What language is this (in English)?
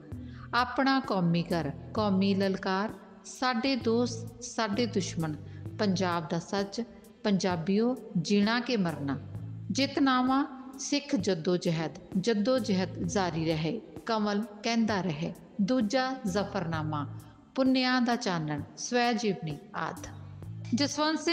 Punjabi